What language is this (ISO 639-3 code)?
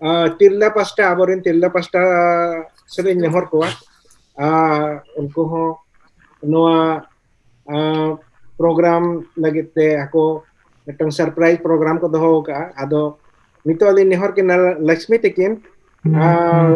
sat